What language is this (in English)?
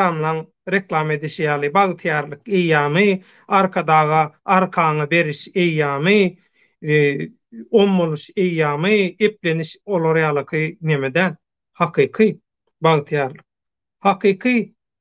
Turkmen